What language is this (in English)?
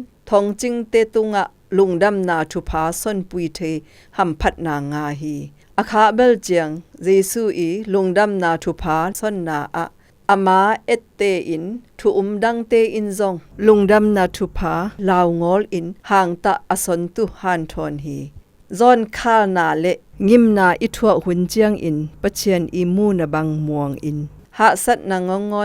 Zou